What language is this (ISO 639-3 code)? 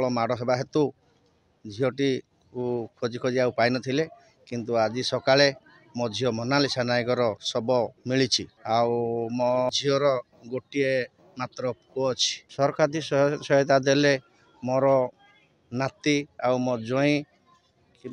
ori